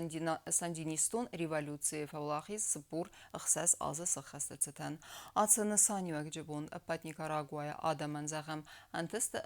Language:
Ossetic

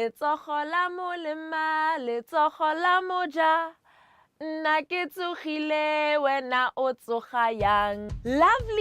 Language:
Tswana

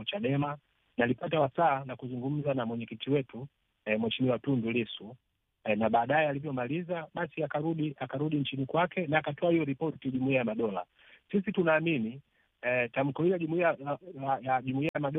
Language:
Swahili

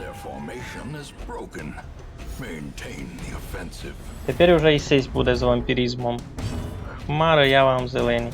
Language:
Rusyn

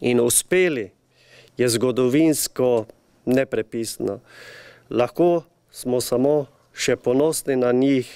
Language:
Slovenian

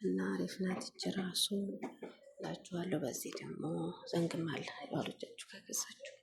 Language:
Amharic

